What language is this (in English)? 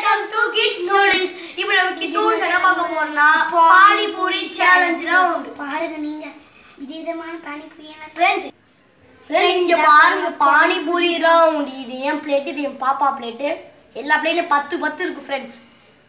Tamil